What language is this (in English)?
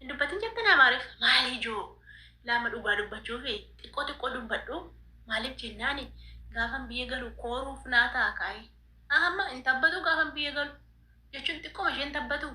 Oromo